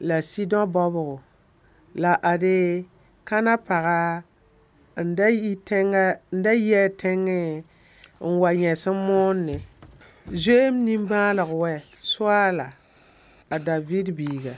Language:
Mossi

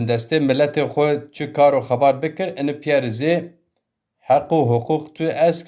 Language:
Zaza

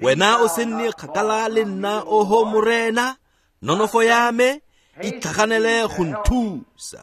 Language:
Tswana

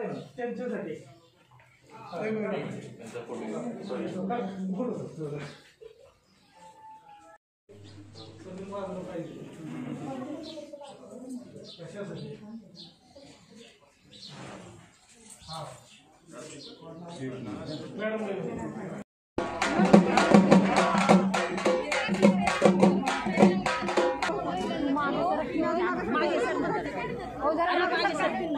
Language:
Marathi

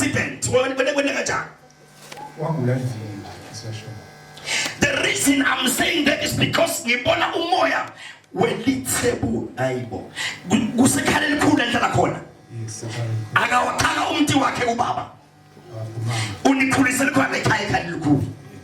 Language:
Zulu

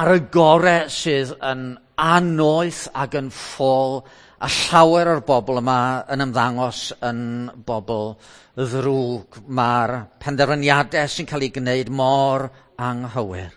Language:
Welsh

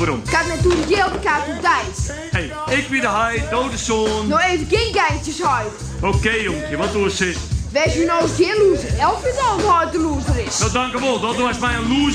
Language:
Western Frisian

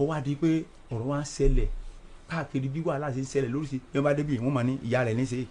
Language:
Yoruba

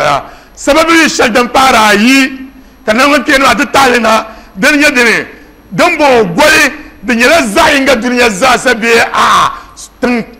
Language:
Dagbani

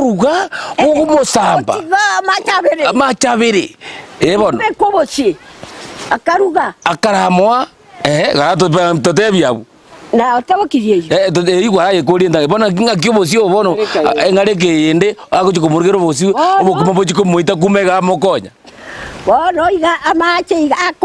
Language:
Gusii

